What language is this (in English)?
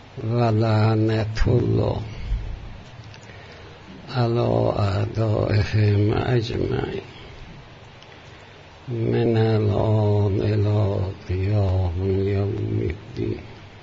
Persian